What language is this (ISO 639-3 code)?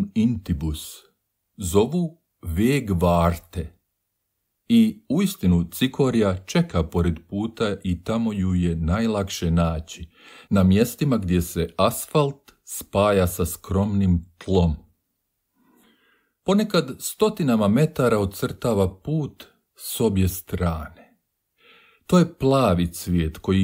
hrv